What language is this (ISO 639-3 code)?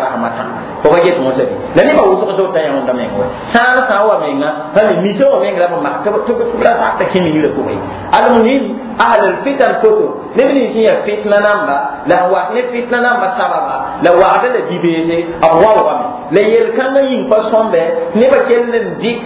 mos